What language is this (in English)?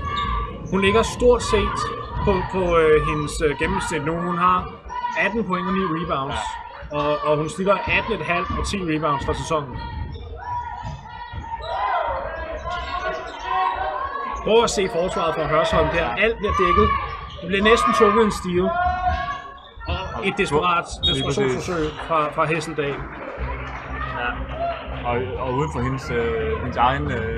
Danish